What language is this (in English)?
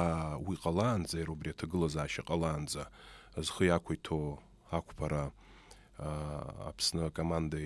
Abkhazian